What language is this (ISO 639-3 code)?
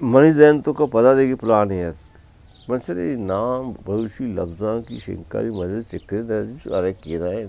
bgp